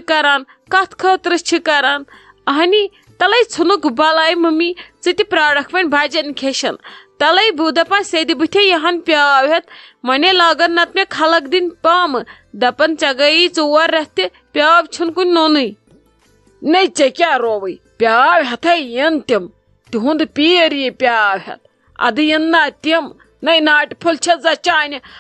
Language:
Kashmiri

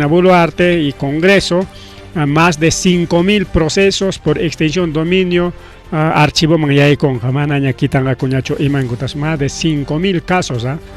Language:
Ayacucho Quechua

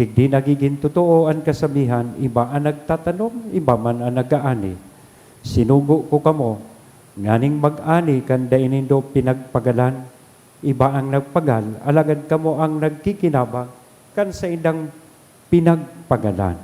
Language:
Bikol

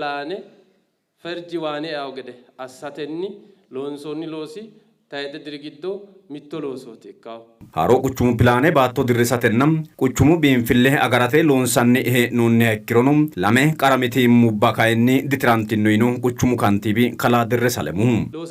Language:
Sidamo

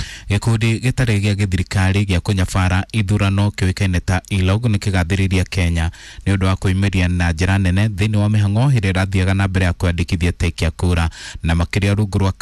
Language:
Kikuyu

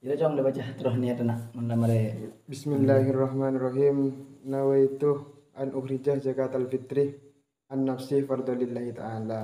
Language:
Madurese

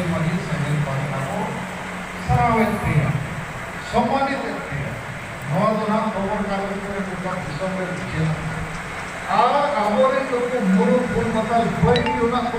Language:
Santali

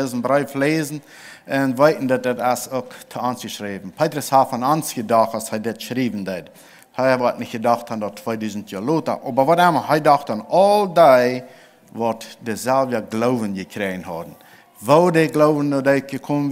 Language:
Plautdietsch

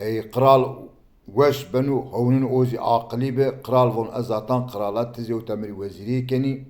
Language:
Zaza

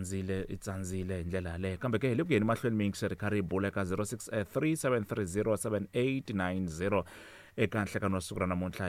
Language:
Tsonga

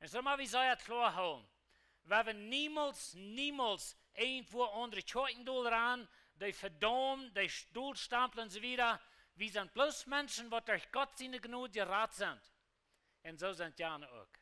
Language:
Plautdietsch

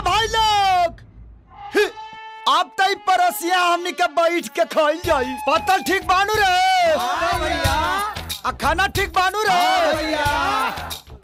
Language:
Bhojpuri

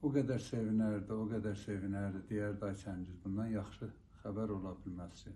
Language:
South Azerbaijani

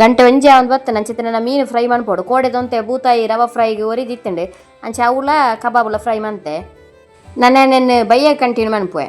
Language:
Tulu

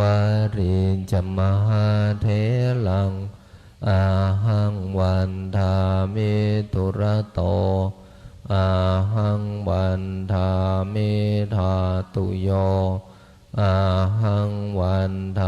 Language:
Pali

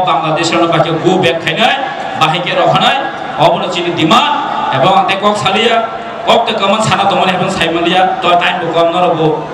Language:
Kok Borok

